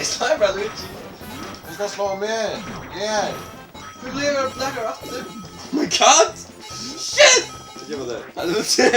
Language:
Faroese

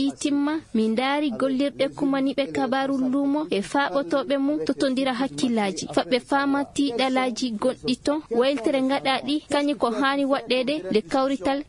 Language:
Fula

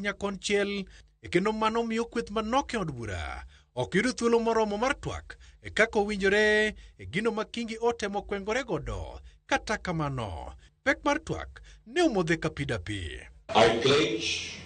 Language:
Luo (Kenya and Tanzania)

